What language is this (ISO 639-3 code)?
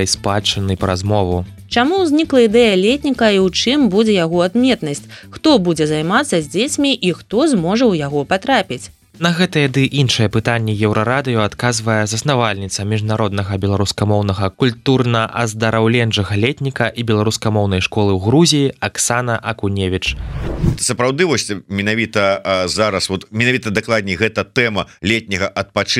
bel